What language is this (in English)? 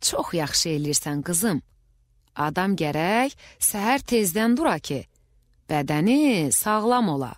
Azerbaijani